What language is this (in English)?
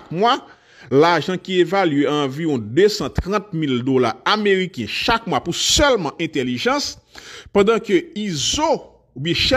Haitian Creole